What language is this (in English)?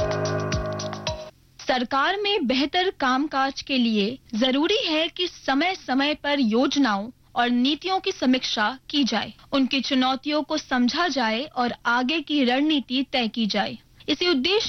Hindi